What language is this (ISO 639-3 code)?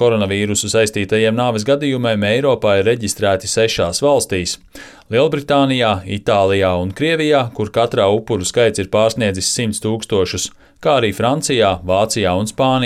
lav